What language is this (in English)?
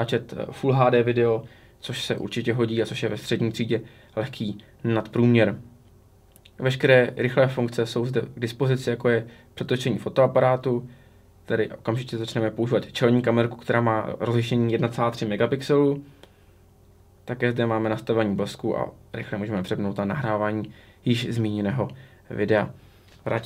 Czech